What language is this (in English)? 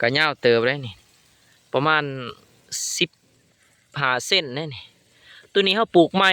Lao